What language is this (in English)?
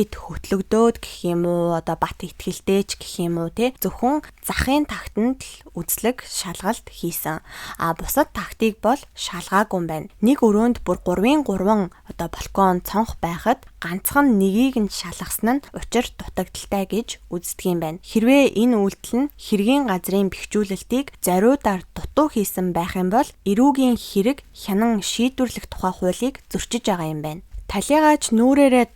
Mongolian